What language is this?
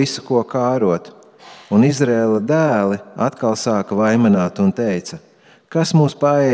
Latvian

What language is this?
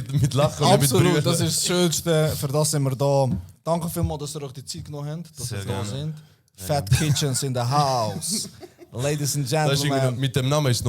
Swiss German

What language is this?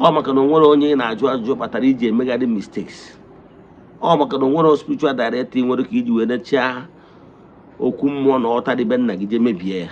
Igbo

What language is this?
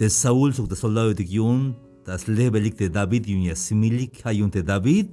Tzeltal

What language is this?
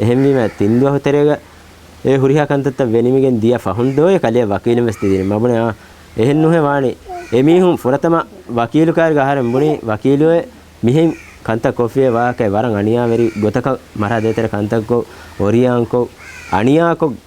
Divehi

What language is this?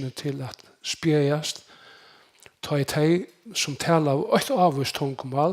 Faroese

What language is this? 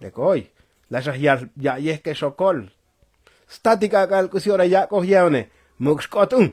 Tzotzil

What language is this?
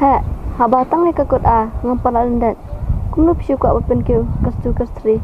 Khasi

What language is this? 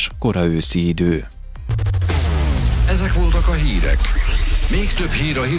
Hungarian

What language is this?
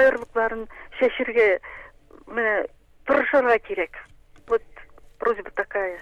Tatar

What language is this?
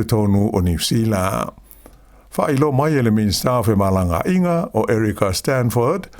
Samoan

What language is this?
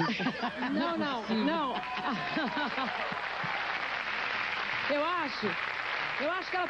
Portuguese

